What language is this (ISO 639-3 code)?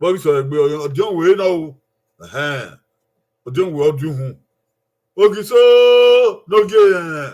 bin